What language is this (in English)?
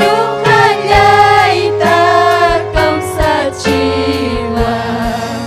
Ayacucho Quechua